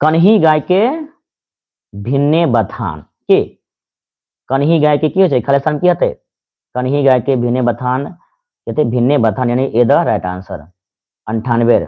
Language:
Maithili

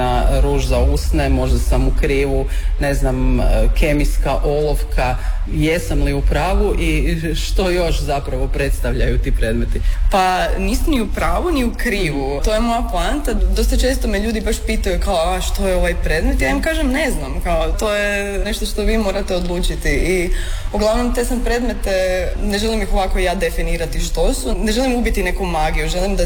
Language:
Croatian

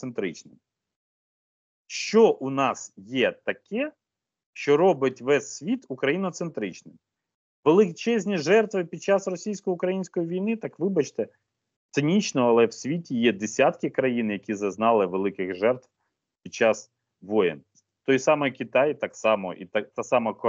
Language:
Ukrainian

